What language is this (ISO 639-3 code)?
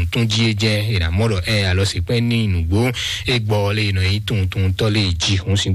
fon